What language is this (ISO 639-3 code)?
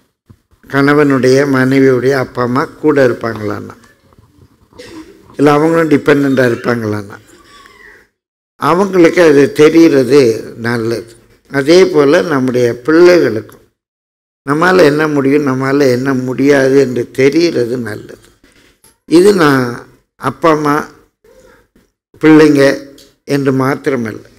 tam